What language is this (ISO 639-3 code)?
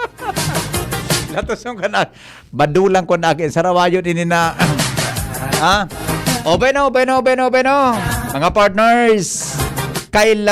bik